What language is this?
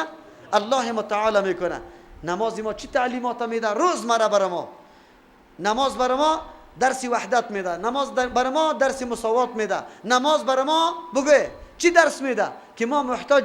Persian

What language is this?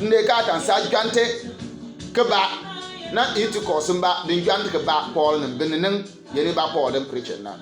Bimoba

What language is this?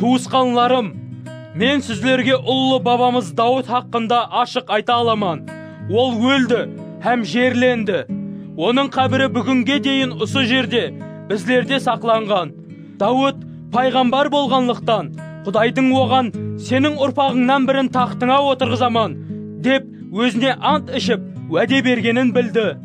Kara-Kalpak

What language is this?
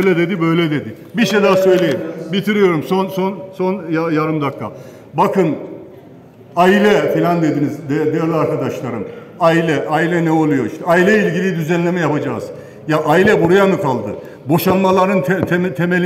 Turkish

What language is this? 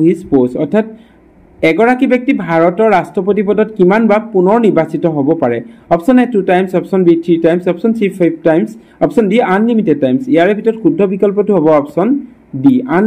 Assamese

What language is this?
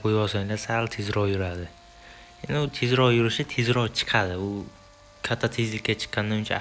Uzbek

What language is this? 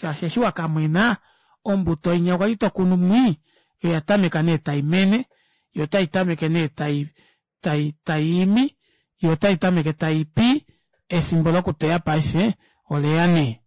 Kuanyama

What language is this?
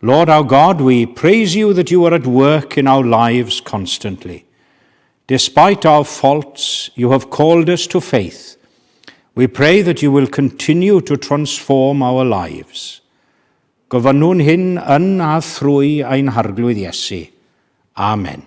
Welsh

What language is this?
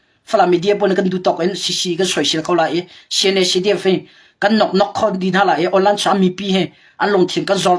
Hakha Chin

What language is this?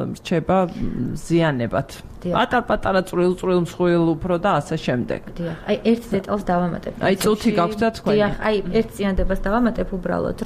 Georgian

